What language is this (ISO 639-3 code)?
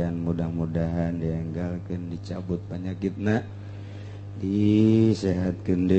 sun